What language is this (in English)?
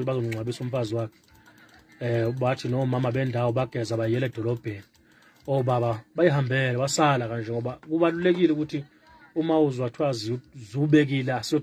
Zulu